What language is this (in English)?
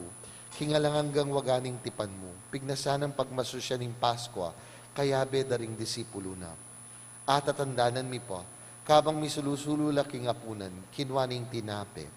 Pampanga